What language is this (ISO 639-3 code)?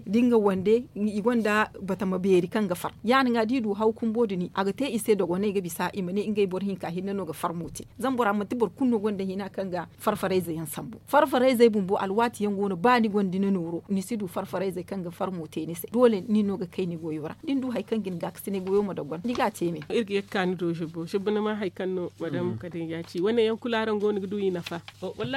dje